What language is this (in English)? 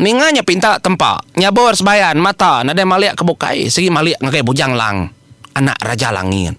Iban